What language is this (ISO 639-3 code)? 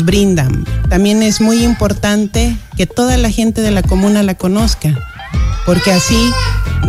spa